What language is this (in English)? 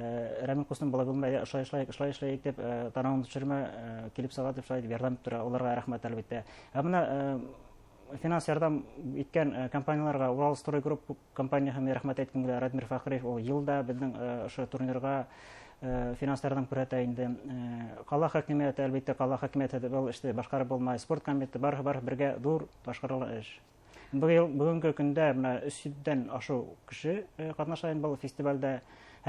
Bashkir